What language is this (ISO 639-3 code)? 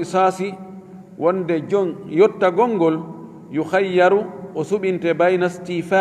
ful